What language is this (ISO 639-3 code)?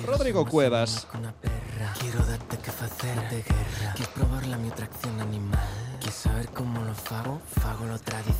eus